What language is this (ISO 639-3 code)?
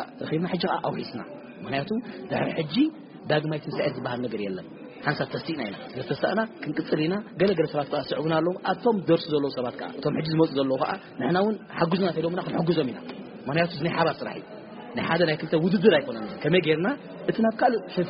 tir